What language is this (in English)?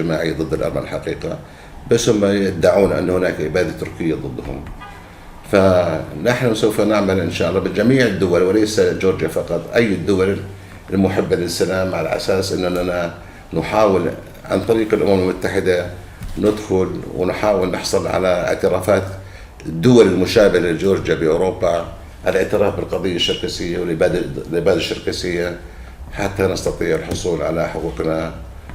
North Levantine Arabic